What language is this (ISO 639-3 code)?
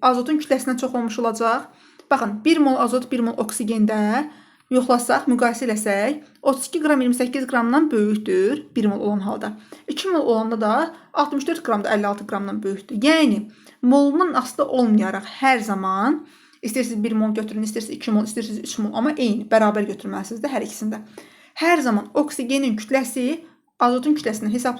aze